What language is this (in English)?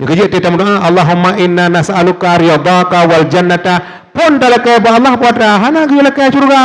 Achinese